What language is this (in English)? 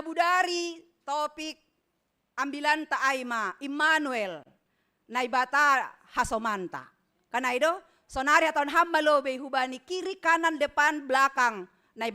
Batak Simalungun